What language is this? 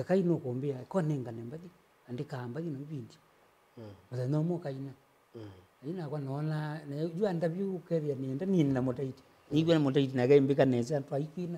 Kamba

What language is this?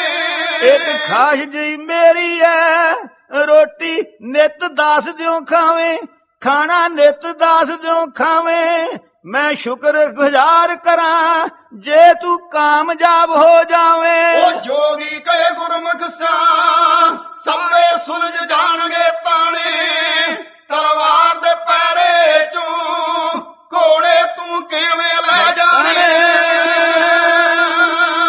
Punjabi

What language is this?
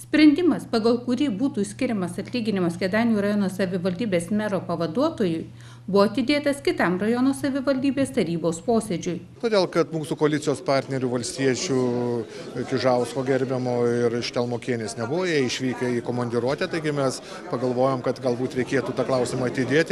Lithuanian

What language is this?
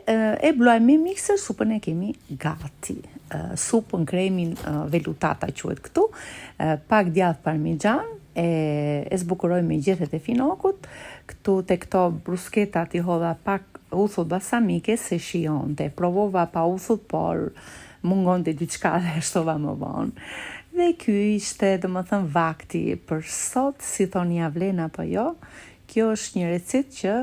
Albanian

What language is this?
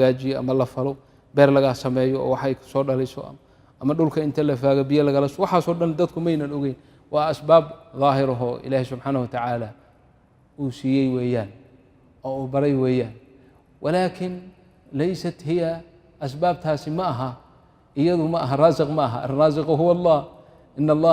Somali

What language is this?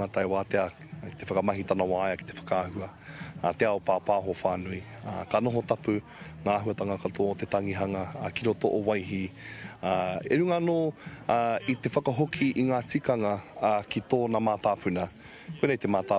Māori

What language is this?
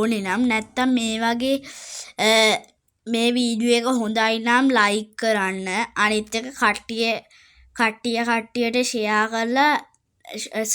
Sinhala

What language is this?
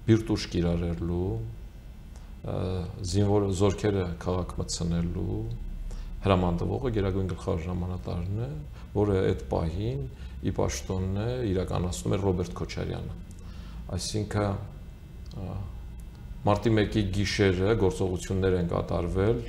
Armenian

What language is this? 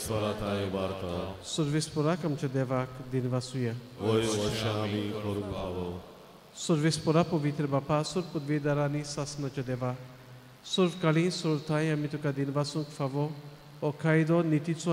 Konkani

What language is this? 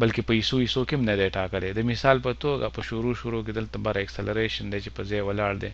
Pashto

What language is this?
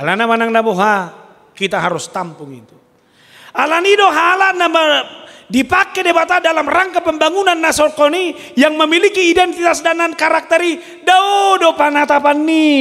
Batak Toba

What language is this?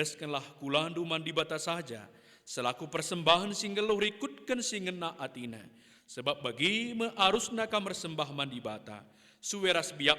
Batak Karo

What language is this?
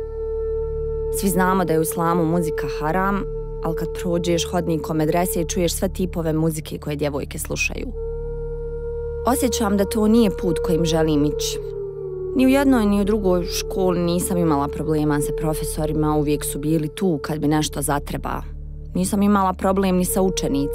Bosnian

